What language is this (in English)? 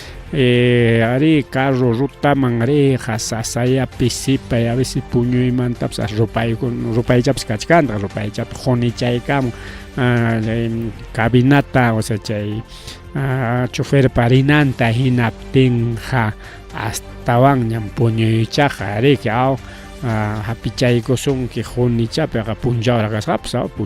Ayacucho Quechua